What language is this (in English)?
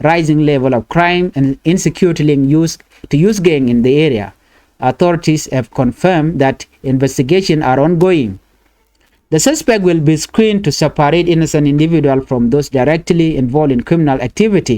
Nuer